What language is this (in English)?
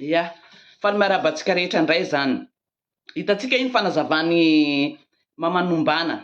Malagasy